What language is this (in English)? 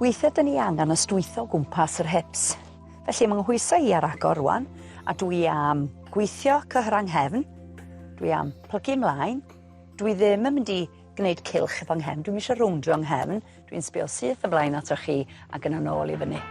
Welsh